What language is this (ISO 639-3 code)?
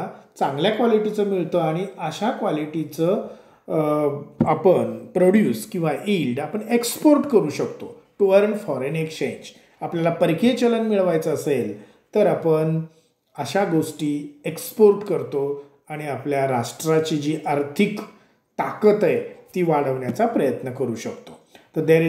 mar